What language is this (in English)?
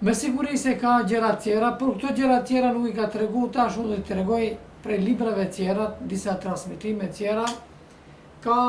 Albanian